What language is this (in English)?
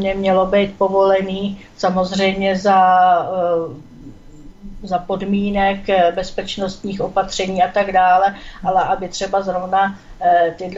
Czech